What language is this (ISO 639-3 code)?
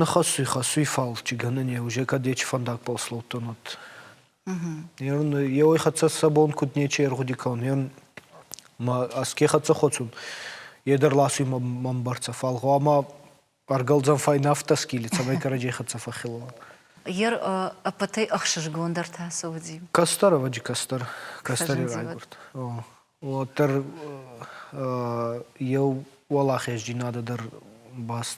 oss